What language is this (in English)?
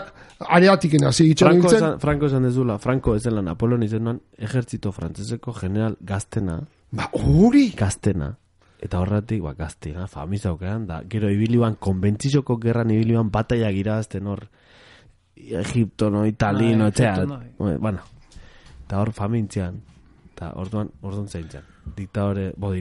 Basque